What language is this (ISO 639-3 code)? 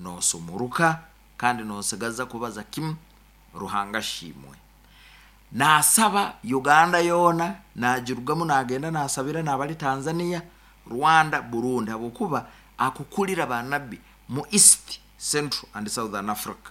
nyo